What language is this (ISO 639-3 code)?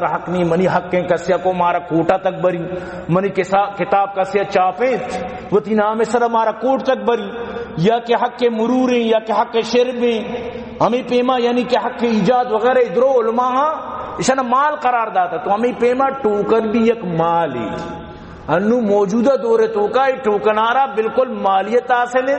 bal